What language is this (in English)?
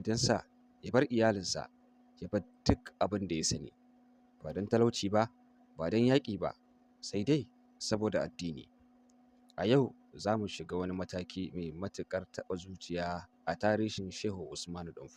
Hausa